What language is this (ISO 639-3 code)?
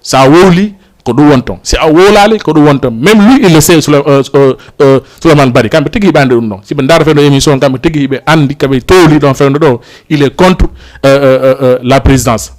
ful